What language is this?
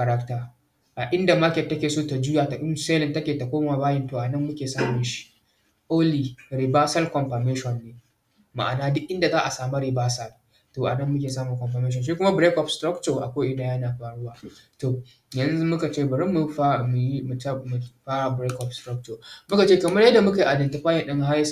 Hausa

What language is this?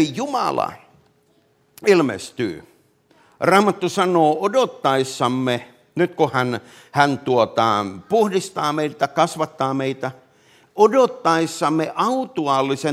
Finnish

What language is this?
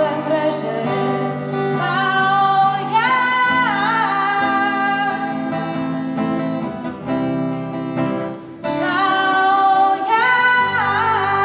Croatian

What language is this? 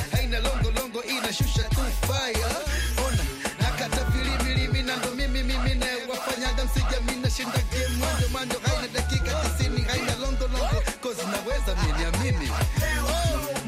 Swahili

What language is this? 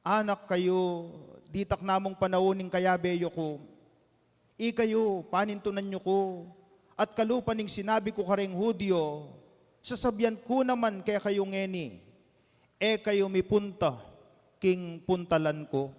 Pampanga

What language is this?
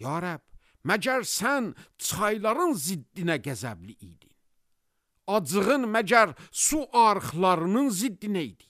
Azerbaijani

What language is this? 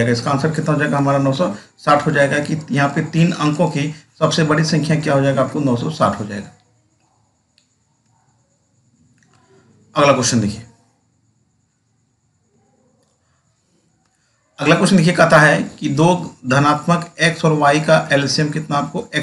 Hindi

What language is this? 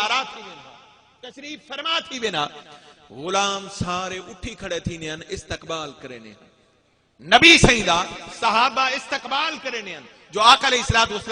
Saraiki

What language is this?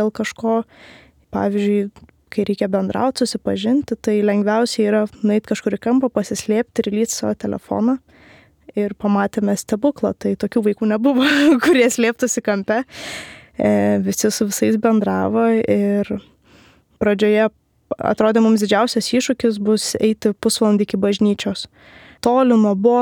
Lithuanian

